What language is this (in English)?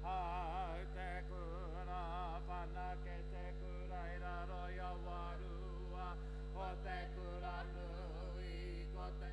Māori